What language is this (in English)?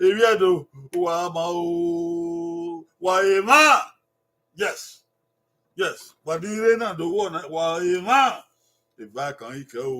Bini